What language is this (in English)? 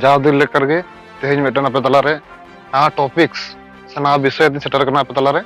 Santali